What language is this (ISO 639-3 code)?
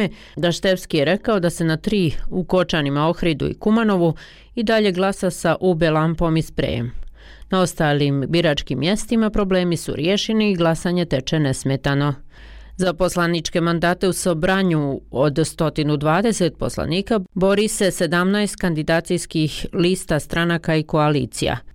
bos